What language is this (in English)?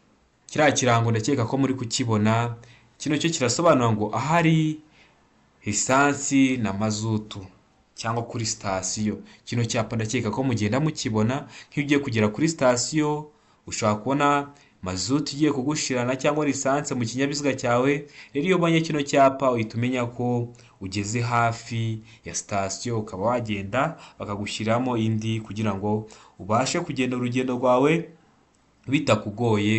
Kinyarwanda